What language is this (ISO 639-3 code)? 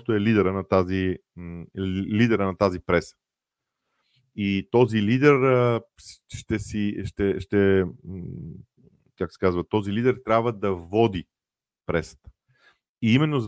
bul